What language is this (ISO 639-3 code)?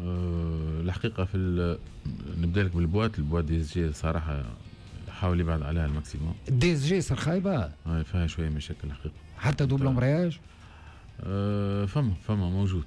aeb